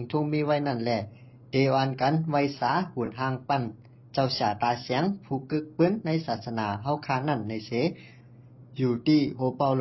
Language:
Shan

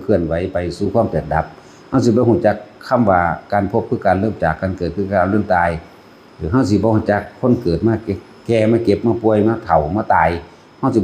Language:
Northeastern Thai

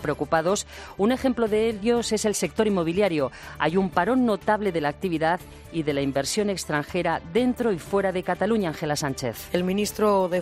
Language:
Spanish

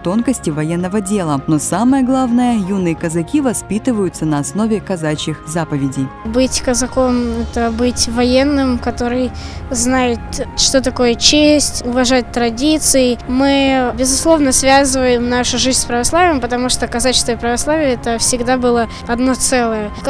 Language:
Russian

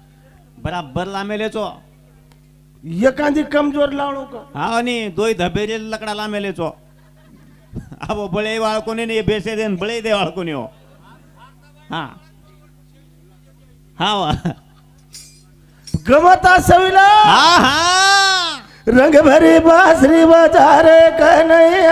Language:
Lambadi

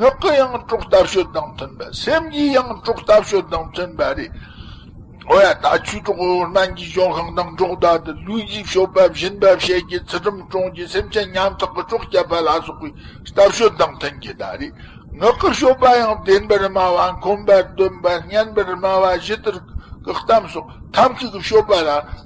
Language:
Tibetan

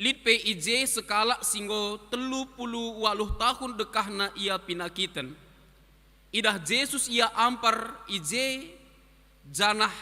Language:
Batak Karo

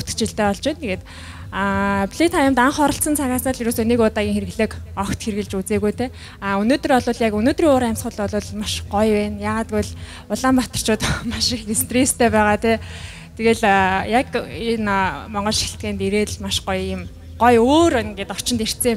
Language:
Mongolian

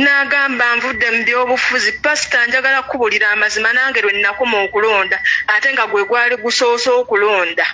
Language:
Ganda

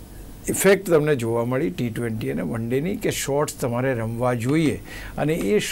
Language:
Gujarati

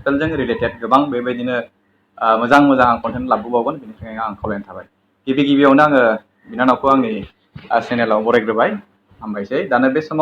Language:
Bodo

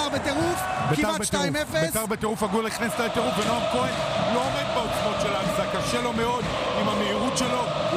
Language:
Hebrew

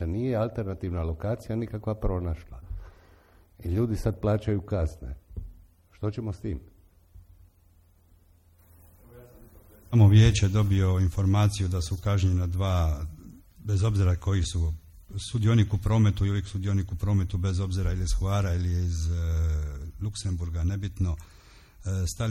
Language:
Croatian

